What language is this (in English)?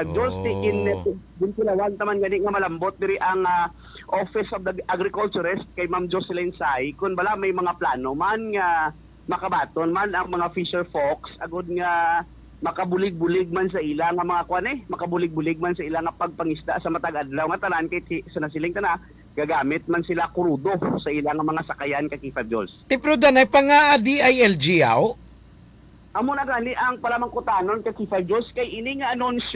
Hiligaynon